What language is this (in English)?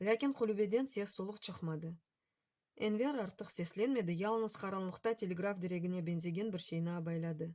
Crimean Tatar